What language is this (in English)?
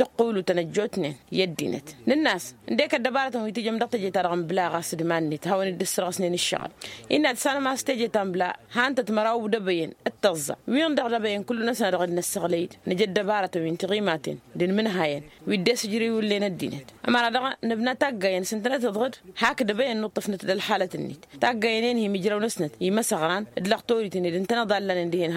Tamasheq